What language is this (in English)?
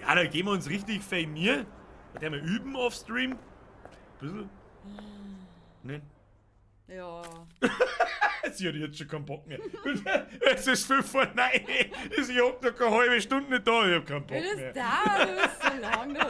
Bavarian